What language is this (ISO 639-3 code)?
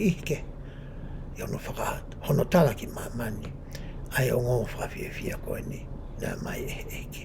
ton